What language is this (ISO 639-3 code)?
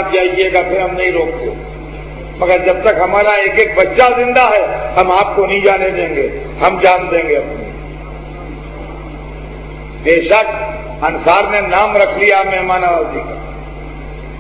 urd